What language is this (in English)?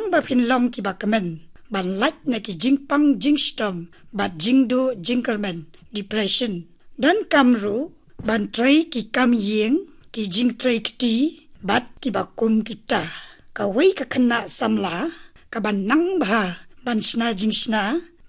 Khasi